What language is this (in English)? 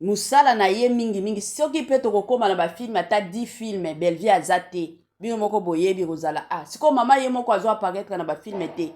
Lingala